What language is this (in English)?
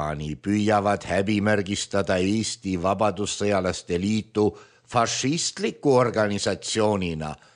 Estonian